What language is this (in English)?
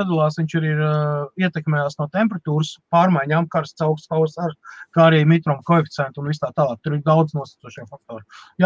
Latvian